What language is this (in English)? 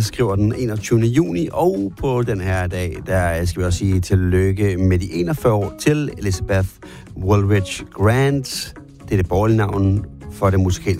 Danish